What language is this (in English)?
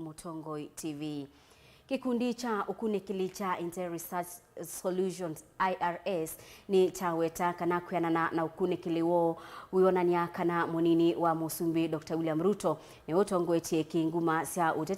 Kamba